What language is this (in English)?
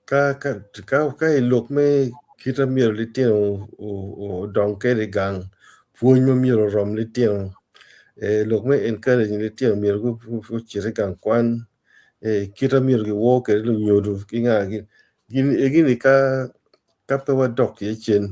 Acoli